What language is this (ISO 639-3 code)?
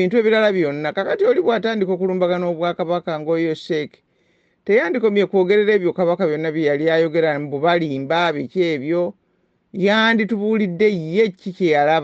lug